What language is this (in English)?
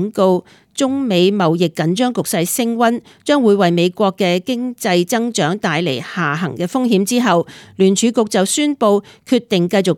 Cantonese